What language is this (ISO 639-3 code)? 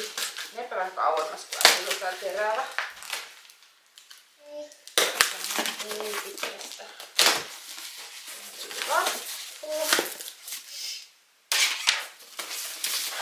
fin